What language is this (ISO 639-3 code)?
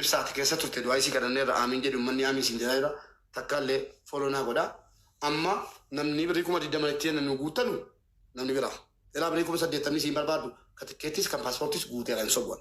orm